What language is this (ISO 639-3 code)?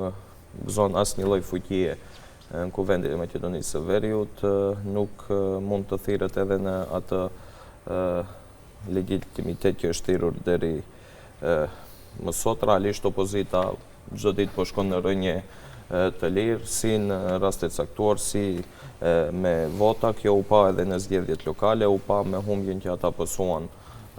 sqi